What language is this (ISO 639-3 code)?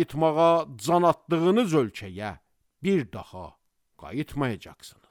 aze